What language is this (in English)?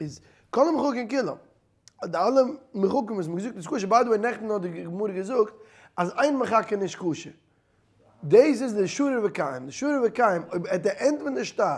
Yiddish